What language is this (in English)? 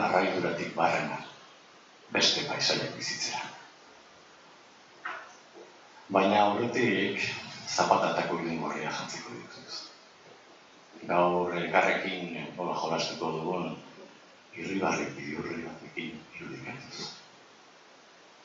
Basque